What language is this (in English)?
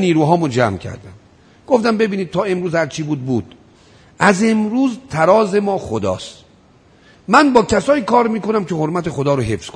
Persian